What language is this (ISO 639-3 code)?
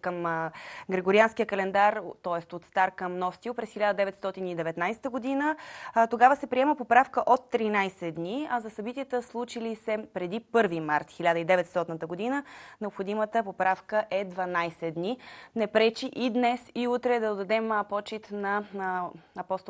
bul